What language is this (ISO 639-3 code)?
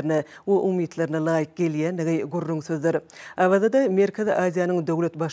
tuk